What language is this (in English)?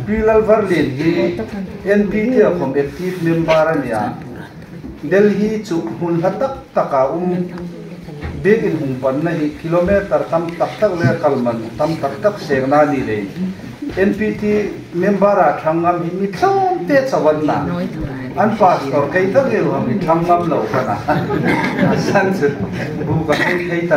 Hmar